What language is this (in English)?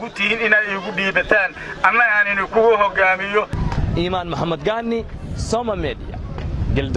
Somali